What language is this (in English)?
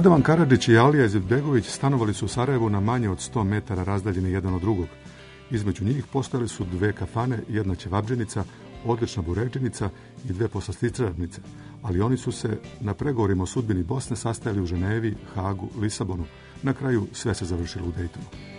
Bosnian